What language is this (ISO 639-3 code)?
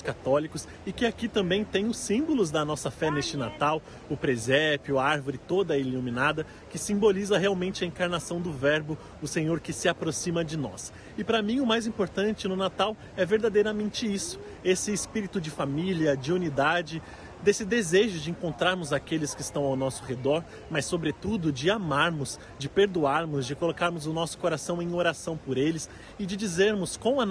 por